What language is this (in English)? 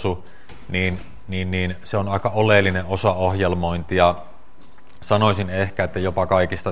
Finnish